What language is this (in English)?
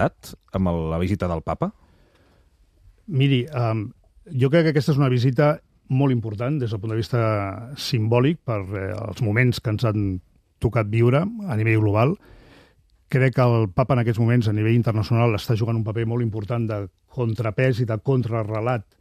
Catalan